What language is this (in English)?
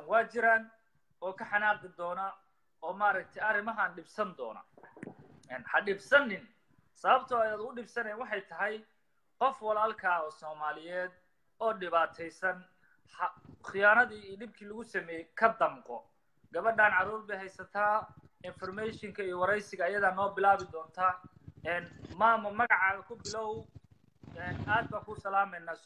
Somali